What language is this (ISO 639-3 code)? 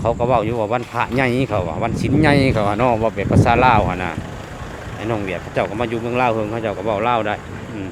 lao